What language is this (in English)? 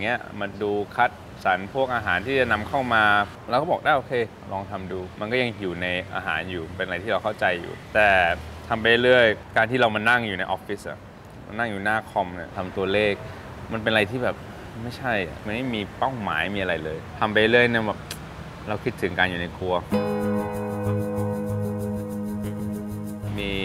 Thai